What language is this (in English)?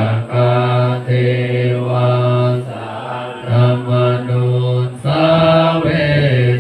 Pali